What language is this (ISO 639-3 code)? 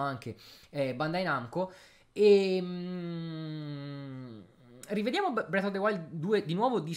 ita